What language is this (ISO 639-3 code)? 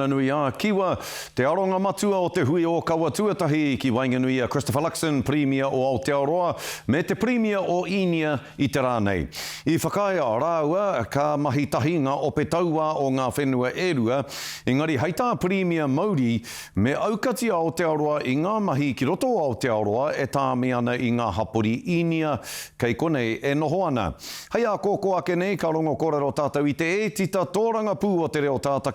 mri